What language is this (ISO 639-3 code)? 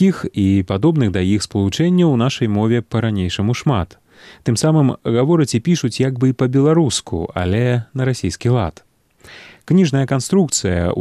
bel